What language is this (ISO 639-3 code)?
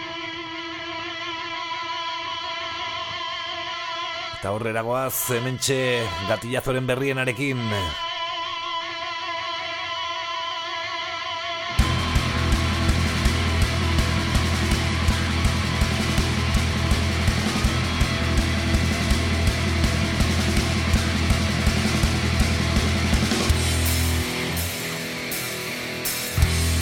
eus